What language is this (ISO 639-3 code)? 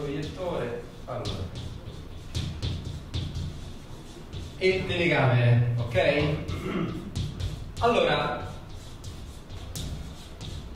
ita